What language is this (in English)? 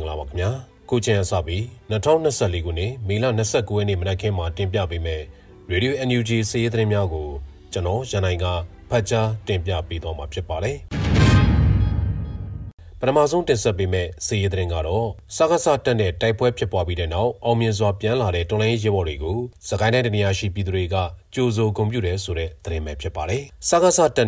Burmese